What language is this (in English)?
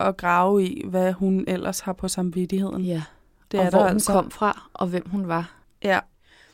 Danish